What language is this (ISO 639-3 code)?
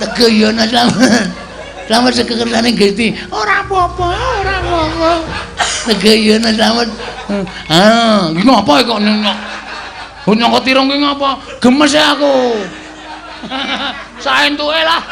jav